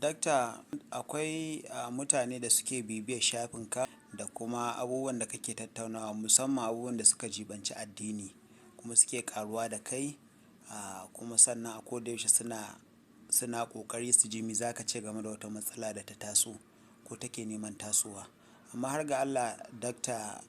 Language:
Hausa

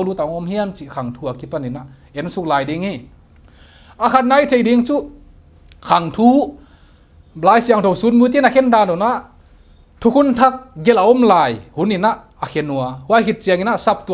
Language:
Paite Chin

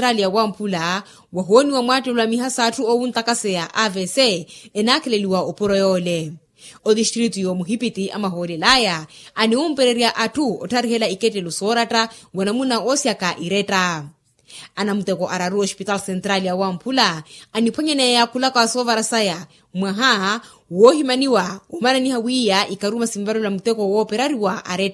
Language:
Makhuwa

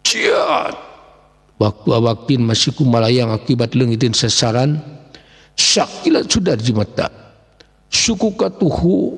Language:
Sundanese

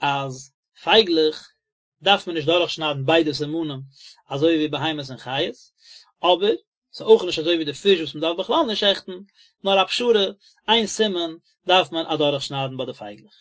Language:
Yiddish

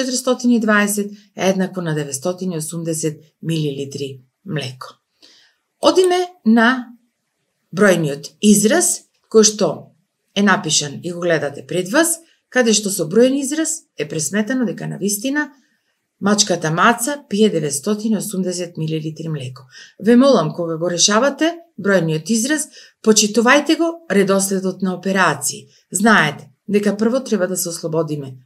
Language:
Macedonian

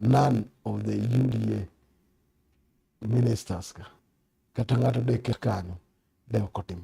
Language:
Luo (Kenya and Tanzania)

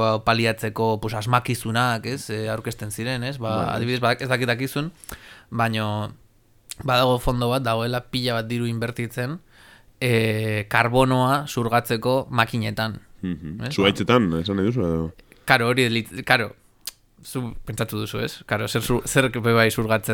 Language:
Basque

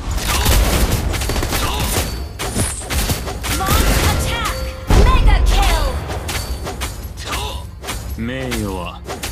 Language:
Japanese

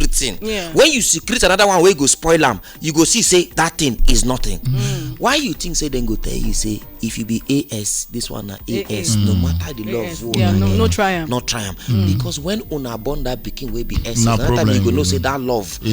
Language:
Nigerian Pidgin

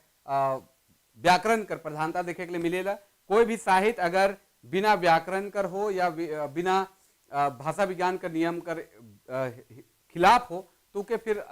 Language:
Sadri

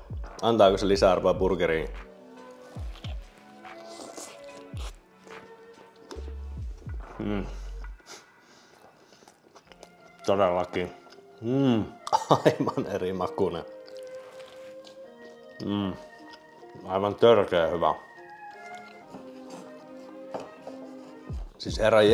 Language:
Finnish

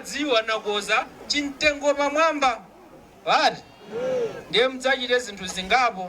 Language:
Nyanja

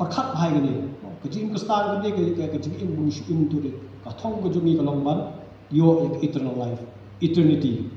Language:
Khasi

